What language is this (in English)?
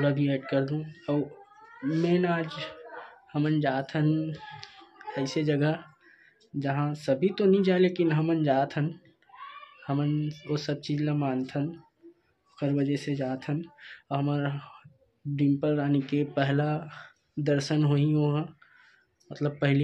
Chhattisgarhi